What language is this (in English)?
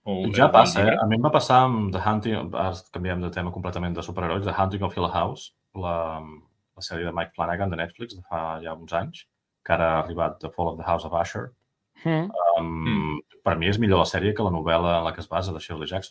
Catalan